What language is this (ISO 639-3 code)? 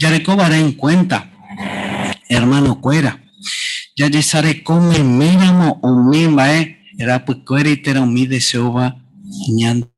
grn